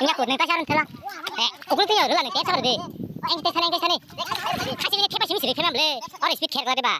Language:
Kok Borok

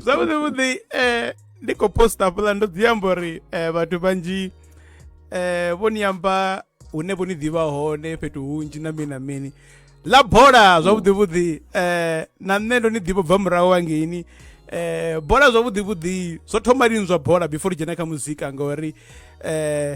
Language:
Venda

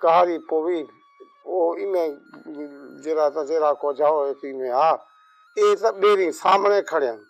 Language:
Saraiki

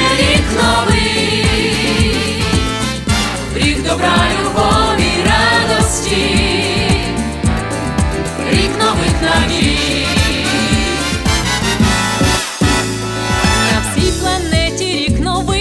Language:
Ukrainian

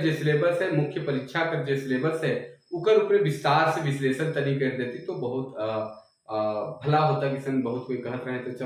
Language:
Sadri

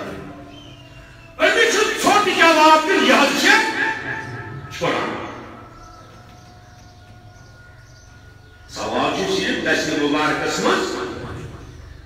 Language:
Kashmiri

